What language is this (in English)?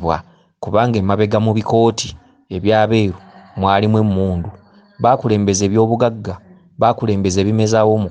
Ganda